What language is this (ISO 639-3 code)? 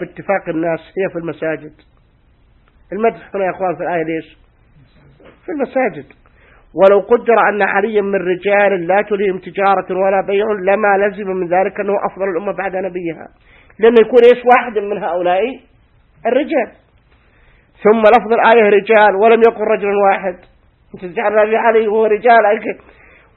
ara